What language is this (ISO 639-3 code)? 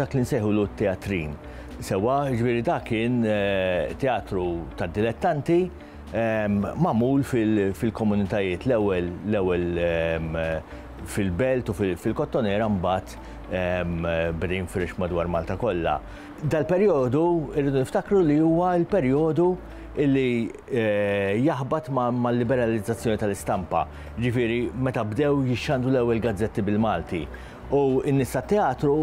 mlt